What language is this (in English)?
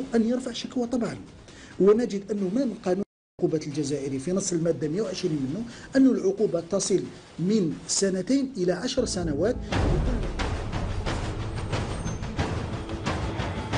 Algerian Arabic